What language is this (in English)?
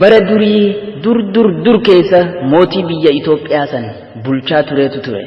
Oromo